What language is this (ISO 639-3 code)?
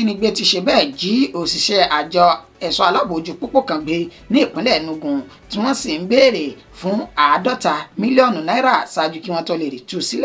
yor